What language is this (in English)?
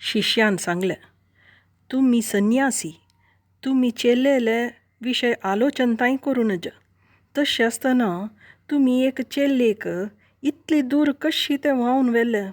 Konkani